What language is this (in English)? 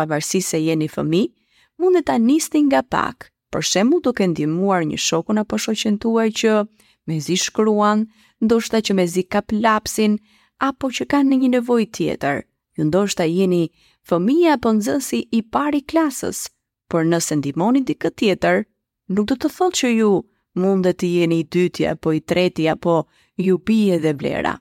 Albanian